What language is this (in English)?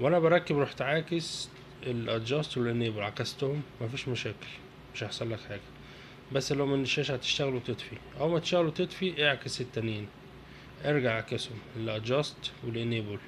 Egyptian Arabic